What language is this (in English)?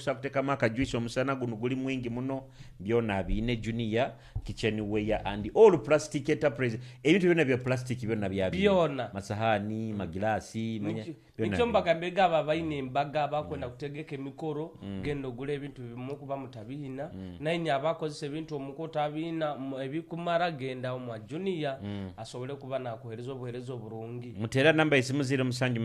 Nyoro